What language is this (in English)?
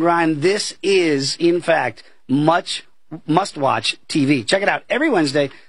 English